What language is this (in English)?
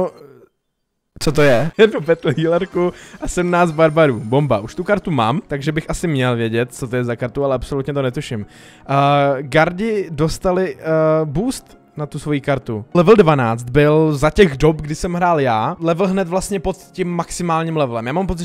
Czech